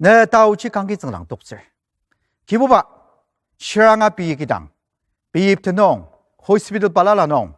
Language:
Ao Naga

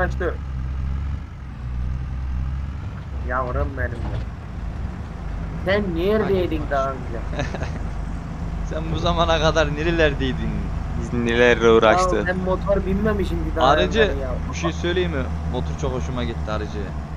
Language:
Turkish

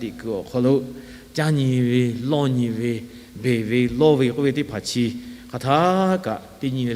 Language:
Lahu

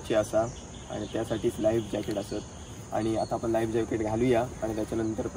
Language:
Marathi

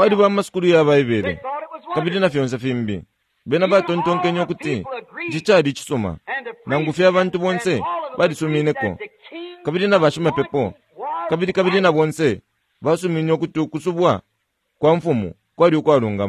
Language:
Bemba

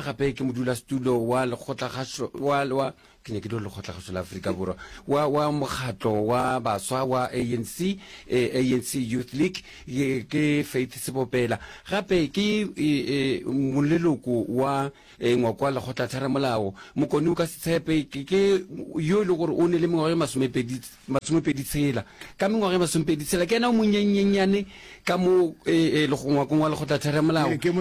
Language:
Northern Sotho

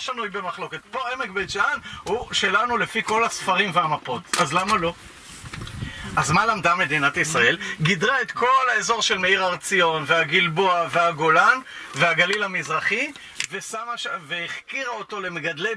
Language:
Hebrew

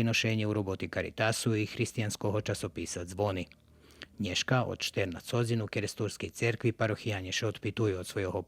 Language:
Rusyn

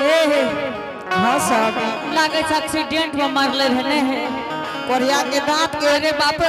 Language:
Angika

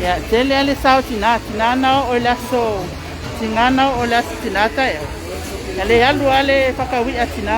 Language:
Samoan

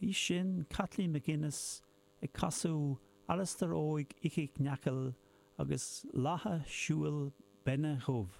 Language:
Irish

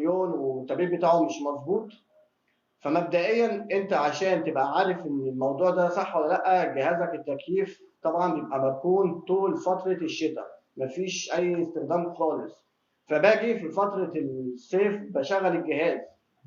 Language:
Egyptian Arabic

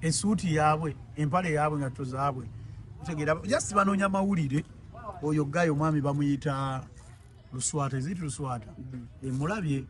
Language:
Ganda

